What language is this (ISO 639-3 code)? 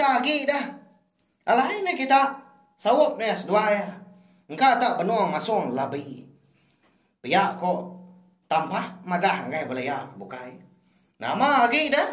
iba